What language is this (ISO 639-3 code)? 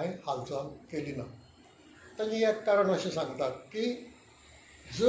kok